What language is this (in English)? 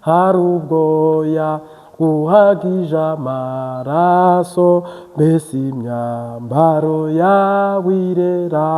Kinyarwanda